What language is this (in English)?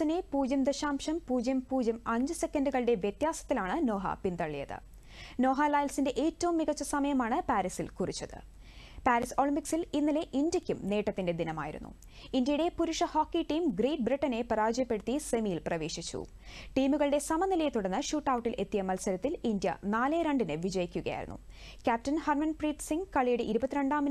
Malayalam